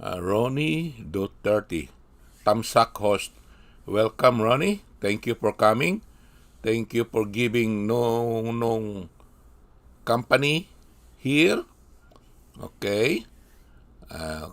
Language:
Hiligaynon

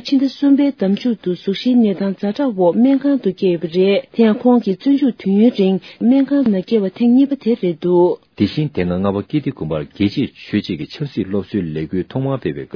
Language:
Tibetan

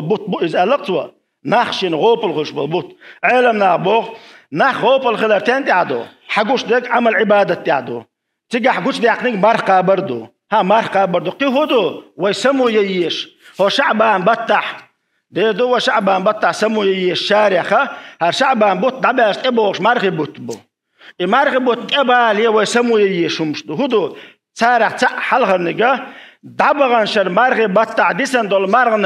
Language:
Chechen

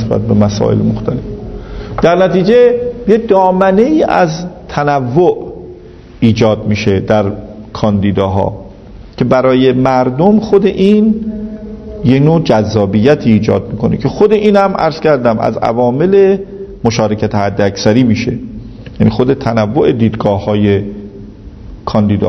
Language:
Persian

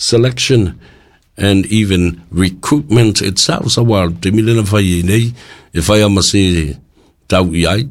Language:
Samoan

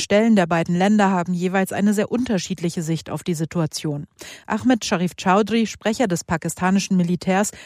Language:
German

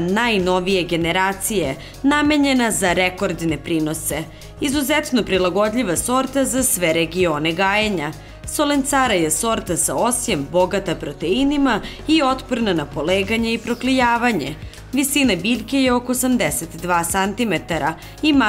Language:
Serbian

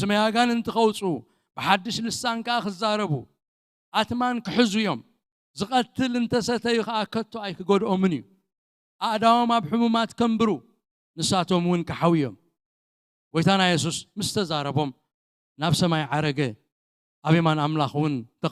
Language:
Tigrinya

